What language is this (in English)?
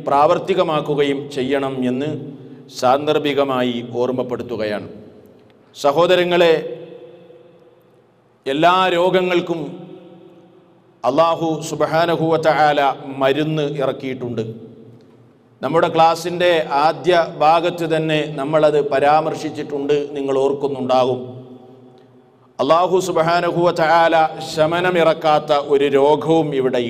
Malayalam